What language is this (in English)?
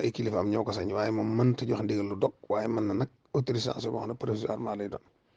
Wolof